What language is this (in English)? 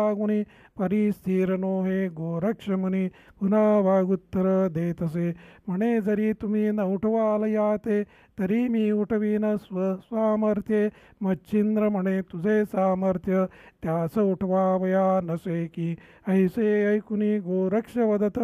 Marathi